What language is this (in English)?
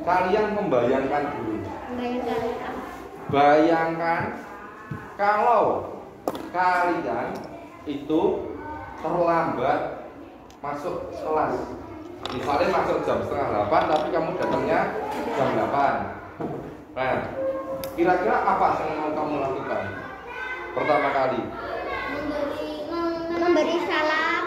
Indonesian